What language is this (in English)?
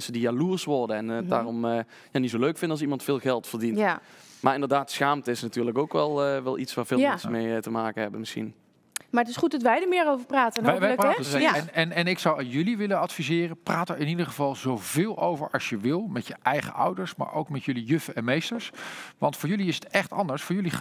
Dutch